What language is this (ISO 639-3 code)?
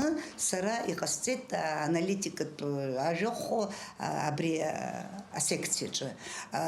abk